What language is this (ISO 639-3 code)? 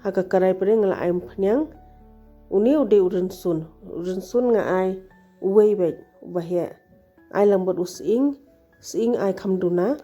kha